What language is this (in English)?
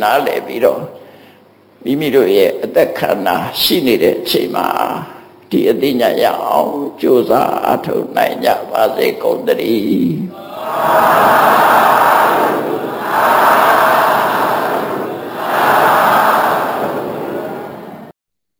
Burmese